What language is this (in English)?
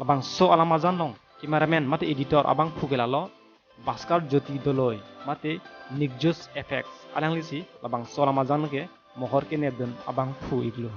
Karbi